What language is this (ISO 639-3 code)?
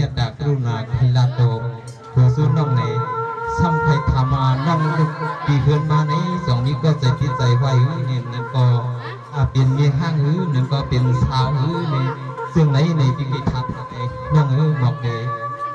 shn